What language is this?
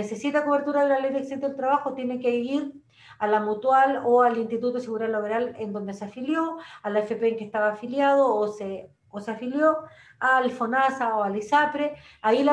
Spanish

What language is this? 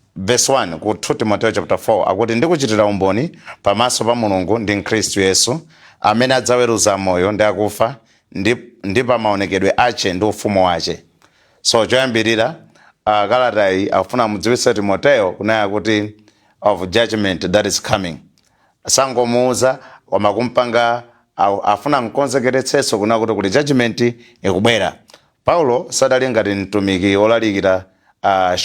Nyanja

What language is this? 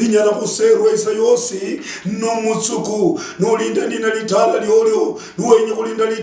Luyia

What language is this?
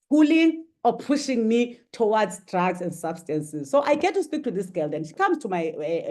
English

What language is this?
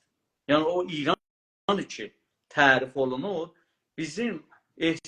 South Azerbaijani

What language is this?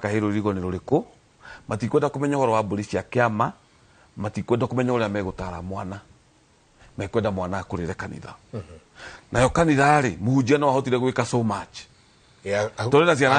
Kikuyu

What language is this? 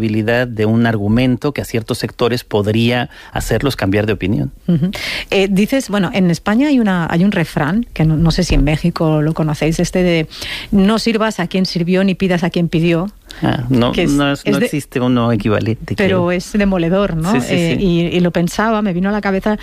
Spanish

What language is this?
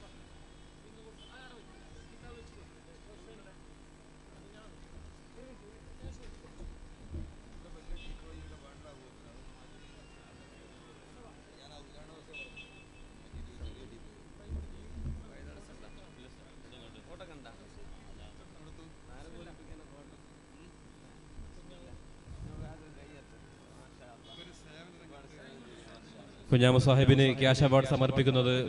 Malayalam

